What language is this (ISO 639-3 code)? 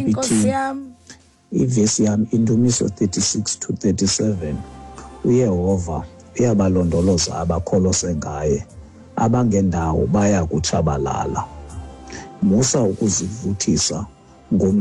xho